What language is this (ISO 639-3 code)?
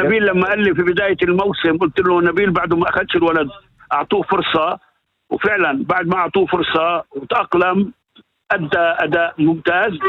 apc